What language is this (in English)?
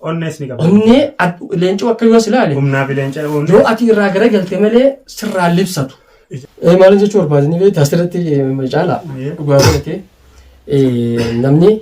Oromo